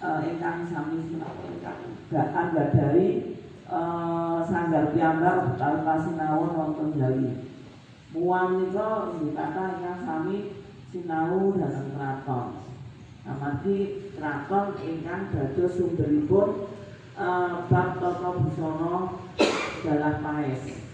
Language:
Javanese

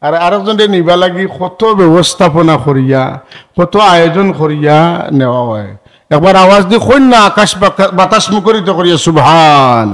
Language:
Sylheti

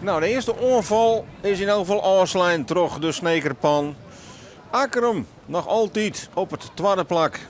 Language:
Western Frisian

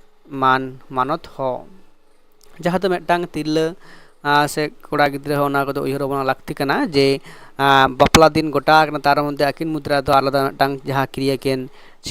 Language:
Santali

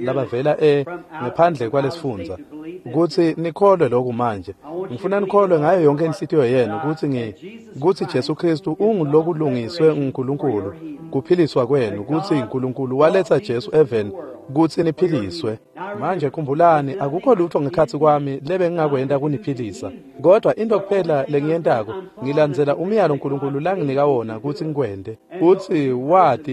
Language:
Swati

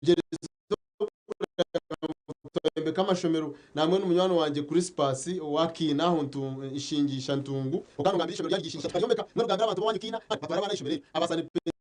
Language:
Nyankole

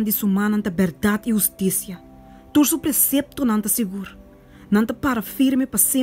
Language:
Papiamento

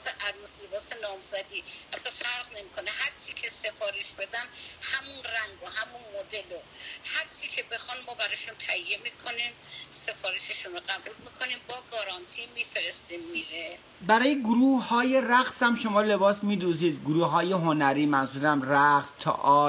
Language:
Persian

